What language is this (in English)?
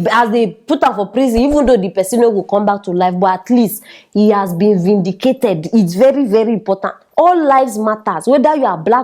Nigerian Pidgin